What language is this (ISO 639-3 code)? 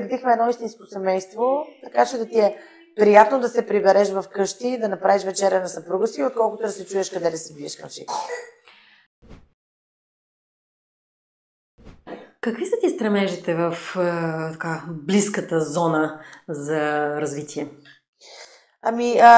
bul